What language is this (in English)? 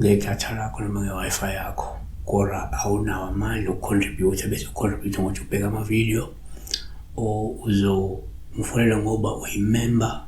Zulu